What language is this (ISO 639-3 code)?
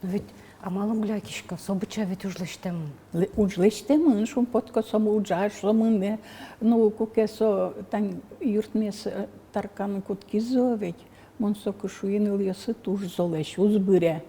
udm